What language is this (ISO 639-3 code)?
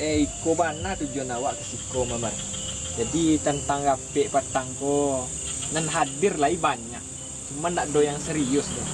min